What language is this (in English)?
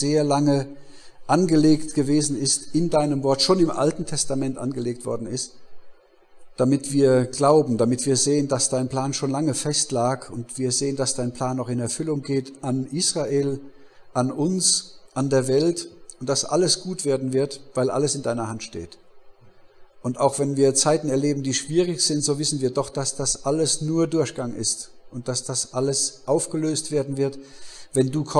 German